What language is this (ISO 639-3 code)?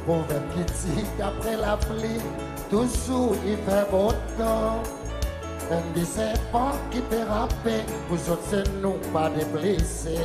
crs